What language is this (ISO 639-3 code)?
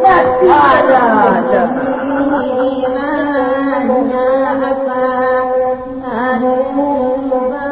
min